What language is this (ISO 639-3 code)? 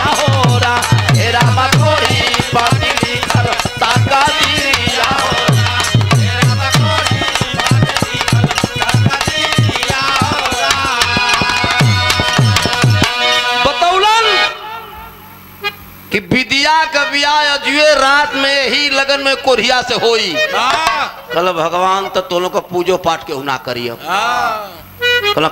bho